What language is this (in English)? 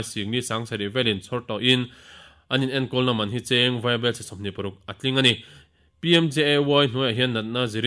Mizo